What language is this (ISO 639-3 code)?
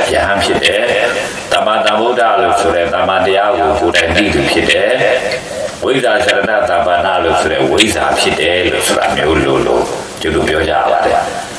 mya